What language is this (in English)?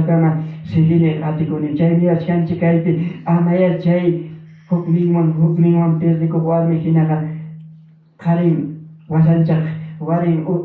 Ayacucho Quechua